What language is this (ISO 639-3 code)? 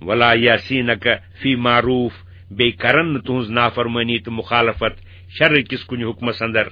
kas